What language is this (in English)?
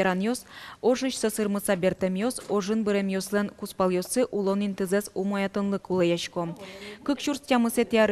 Udmurt